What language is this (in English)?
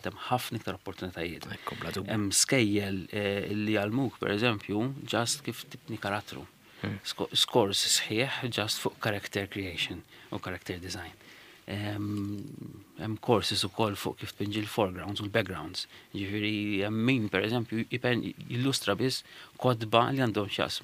Maltese